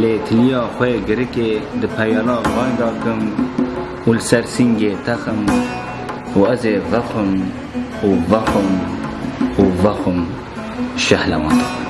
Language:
Kurdish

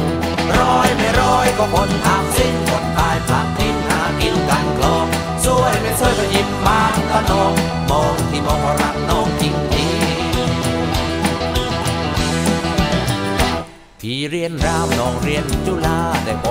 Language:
Thai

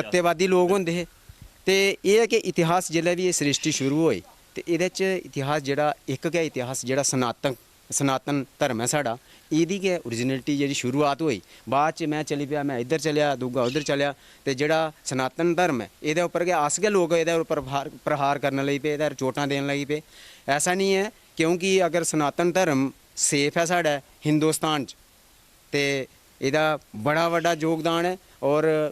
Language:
Dogri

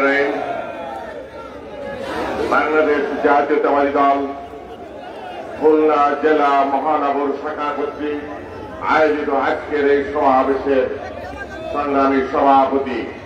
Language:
Bangla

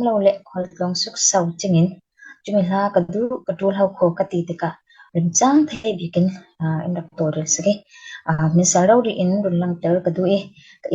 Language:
Falam Chin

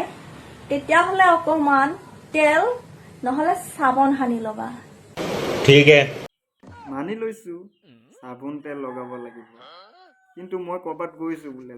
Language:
Assamese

